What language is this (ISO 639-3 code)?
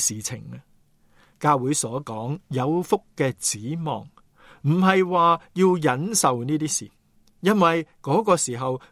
yue